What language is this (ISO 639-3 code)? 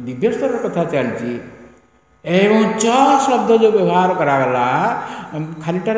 ori